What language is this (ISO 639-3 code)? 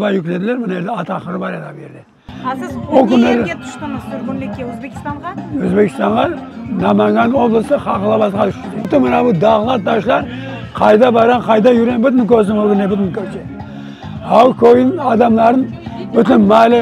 crh